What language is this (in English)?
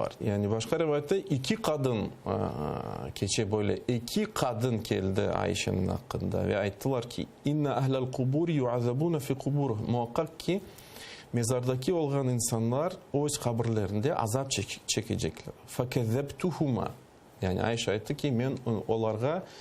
Crimean Tatar